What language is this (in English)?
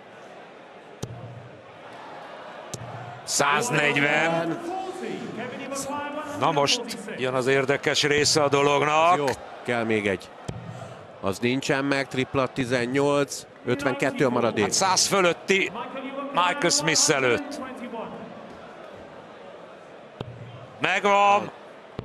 Hungarian